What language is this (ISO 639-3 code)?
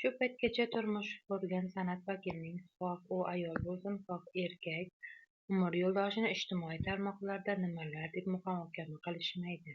uzb